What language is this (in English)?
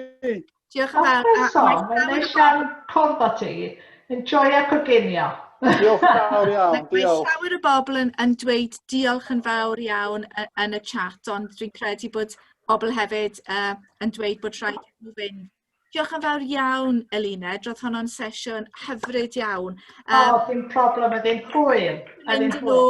Welsh